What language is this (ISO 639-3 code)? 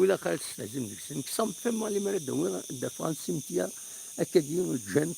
kab